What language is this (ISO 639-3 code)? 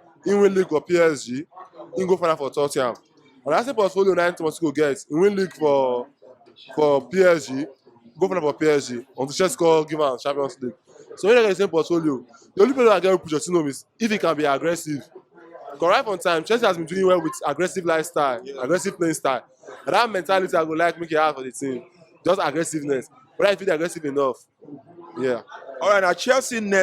pcm